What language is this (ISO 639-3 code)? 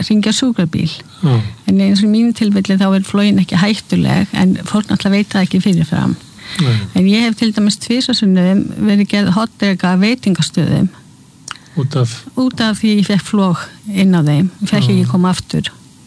isl